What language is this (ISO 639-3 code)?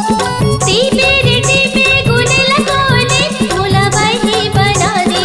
hne